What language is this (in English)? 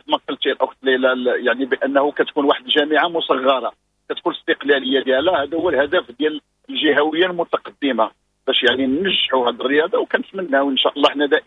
Moroccan Arabic